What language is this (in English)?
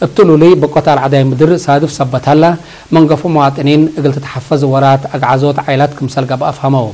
Tigre